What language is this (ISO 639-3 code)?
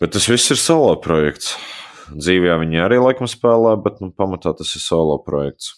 lav